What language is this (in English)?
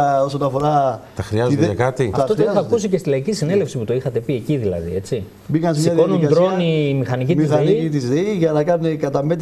Greek